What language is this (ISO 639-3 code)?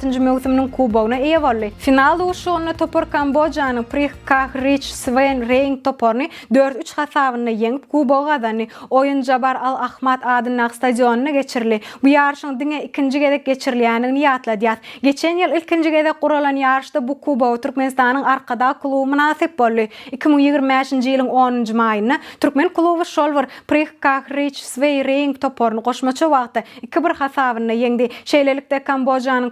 tuk